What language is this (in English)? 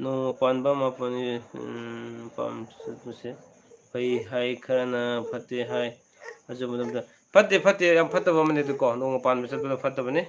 Manipuri